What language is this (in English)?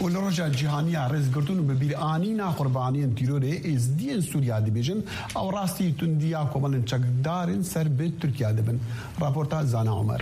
Kurdish